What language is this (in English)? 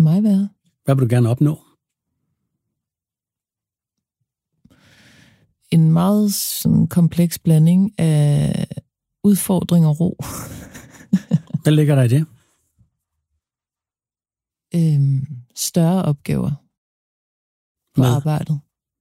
Danish